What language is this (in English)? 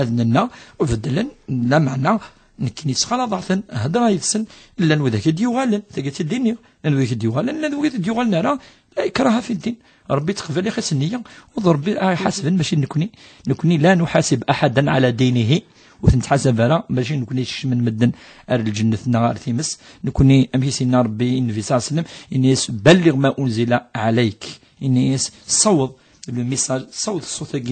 Kabyle